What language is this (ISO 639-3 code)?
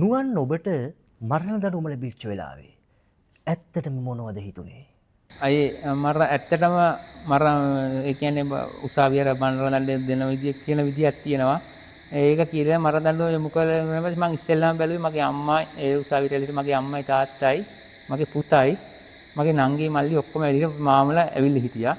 sin